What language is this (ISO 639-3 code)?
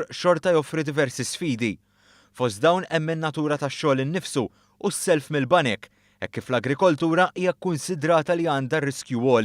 mlt